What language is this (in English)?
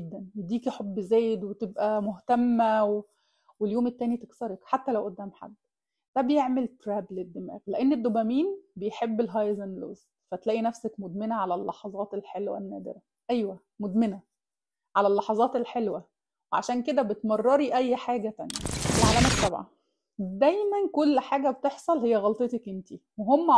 Egyptian Arabic